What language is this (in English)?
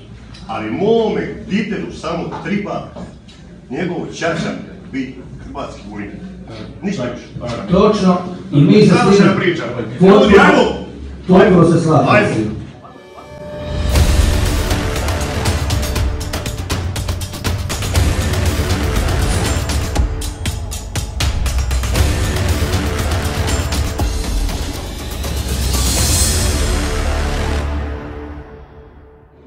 Croatian